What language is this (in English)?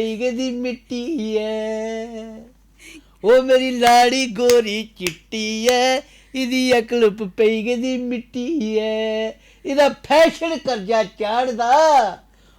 Dogri